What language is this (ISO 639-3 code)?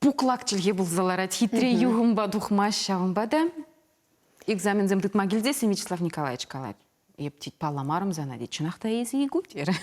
chv